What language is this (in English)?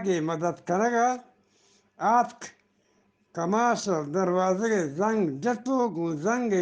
Eastern Balochi